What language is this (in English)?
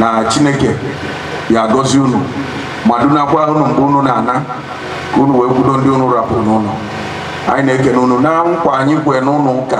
Igbo